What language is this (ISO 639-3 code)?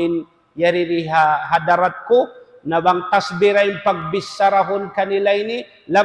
tsg